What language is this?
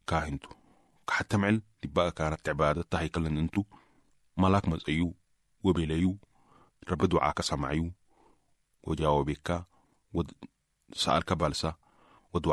Sudanese Arabic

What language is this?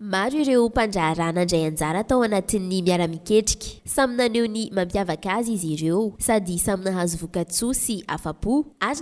Malagasy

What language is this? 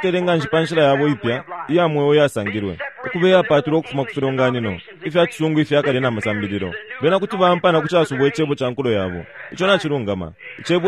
Bemba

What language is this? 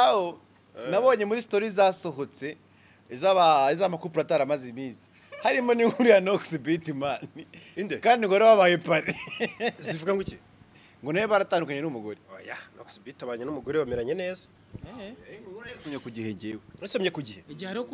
Kinyarwanda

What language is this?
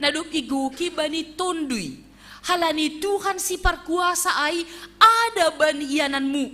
Batak Simalungun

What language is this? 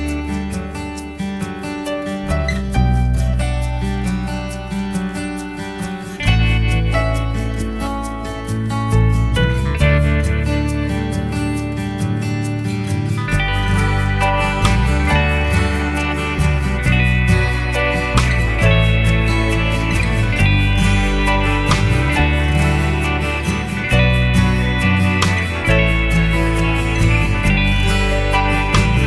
Betawi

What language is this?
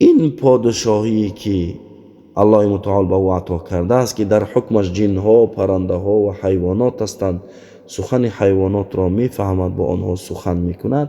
Tajik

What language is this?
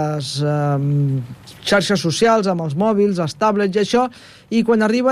Catalan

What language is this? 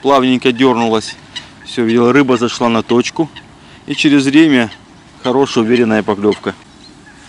Russian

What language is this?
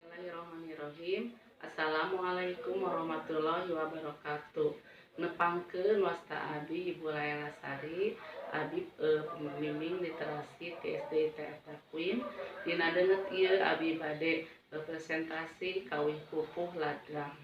Sundanese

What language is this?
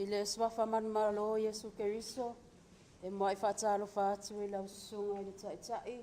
Samoan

